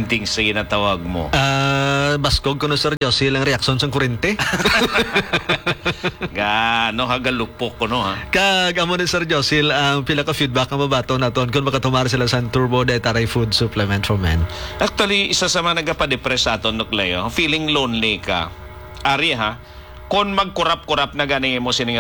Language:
Hiligaynon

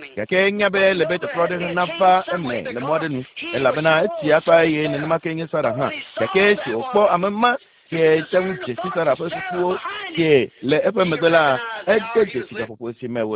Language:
Ewe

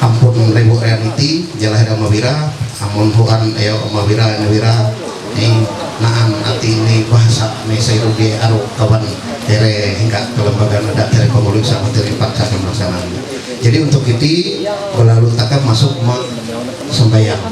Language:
Ma'anyan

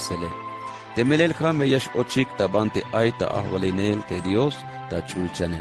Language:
Tzeltal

